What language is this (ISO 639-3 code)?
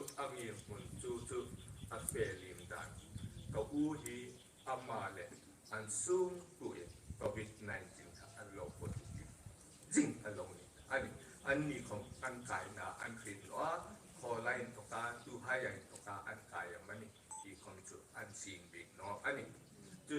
hmr